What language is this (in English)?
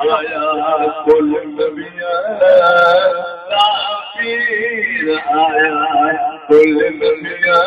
Saraiki